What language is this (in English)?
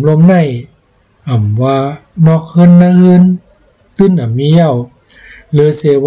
Shan